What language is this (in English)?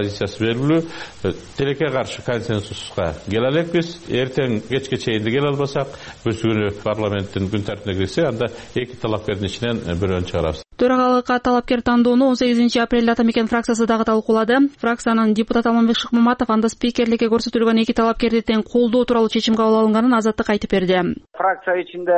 Kyrgyz